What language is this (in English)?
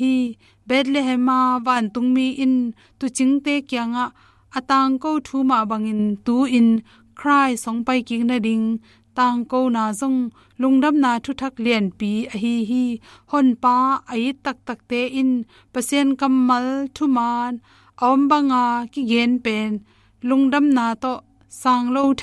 Tedim Chin